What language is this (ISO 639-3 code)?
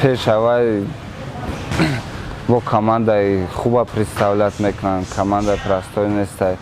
tgk